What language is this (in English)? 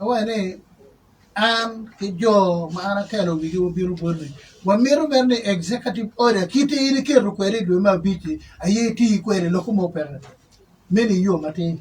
Acoli